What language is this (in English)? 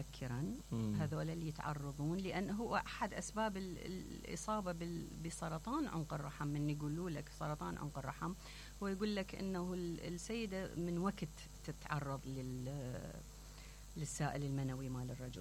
Mesopotamian Arabic